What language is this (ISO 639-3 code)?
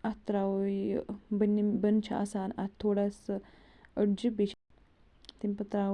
kas